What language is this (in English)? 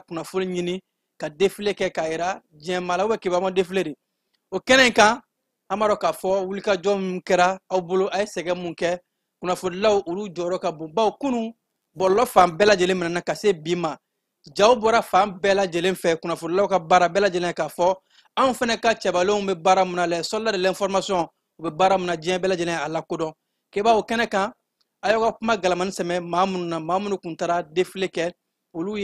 Bambara